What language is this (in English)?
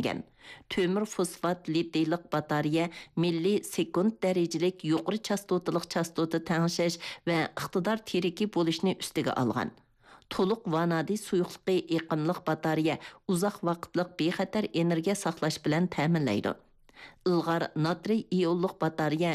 Uyghur